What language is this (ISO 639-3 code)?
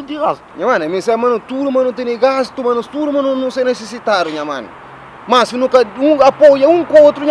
kea